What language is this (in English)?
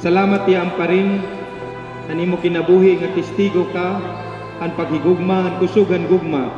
Waray